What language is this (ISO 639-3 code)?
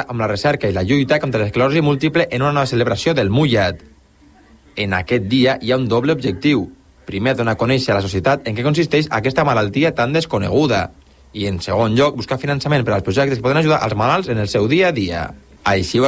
cat